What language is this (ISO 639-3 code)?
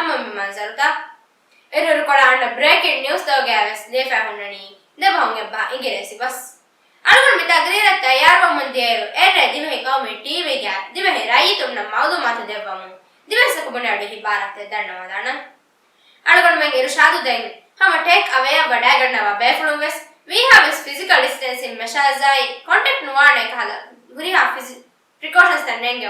div